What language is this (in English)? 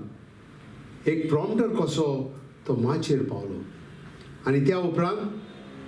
Konkani